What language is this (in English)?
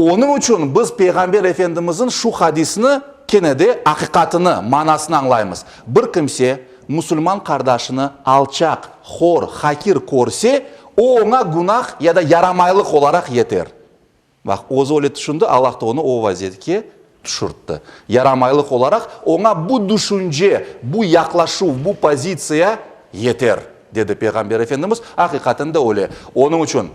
Crimean Tatar